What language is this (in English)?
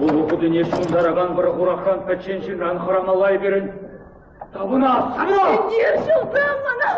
Chuvash